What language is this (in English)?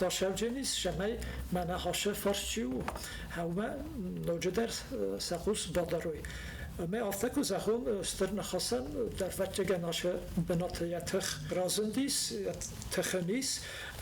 Ossetic